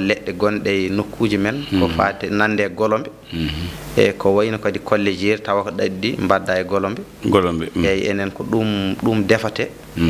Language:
Fula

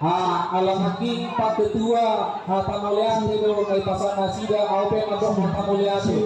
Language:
Batak Toba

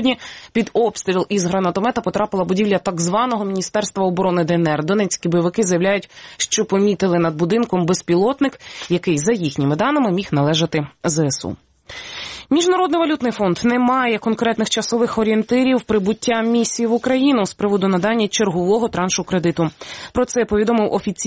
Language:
Ukrainian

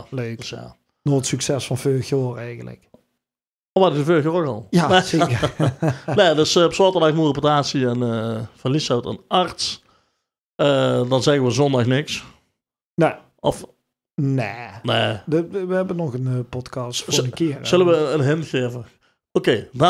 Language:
Limburgish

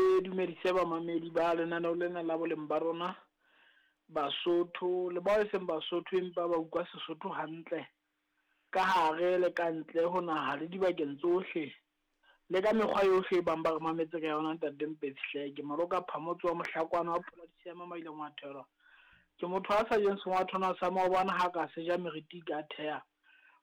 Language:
Southern Sotho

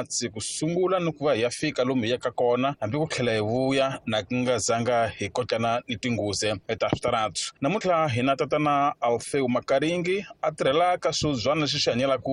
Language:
Tsonga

